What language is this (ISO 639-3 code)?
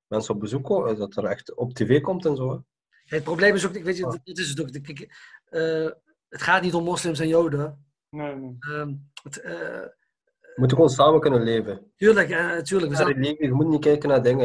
nld